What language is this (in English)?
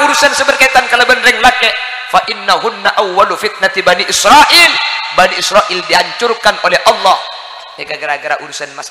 Madurese